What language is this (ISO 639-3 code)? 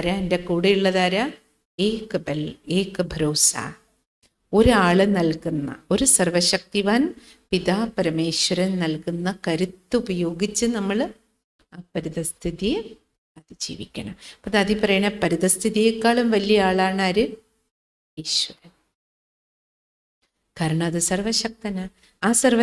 mal